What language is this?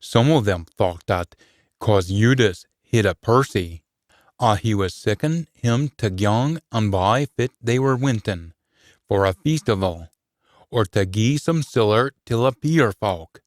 Scots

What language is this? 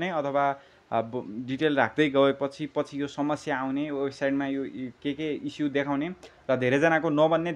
Nepali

